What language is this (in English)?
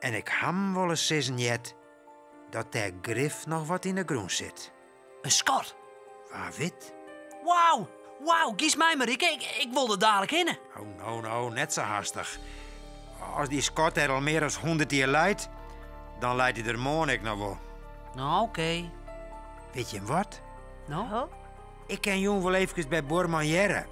Western Frisian